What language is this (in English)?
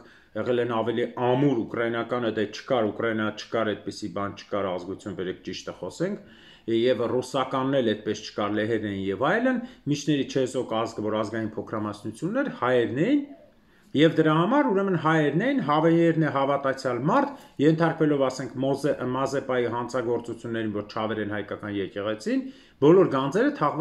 Armenian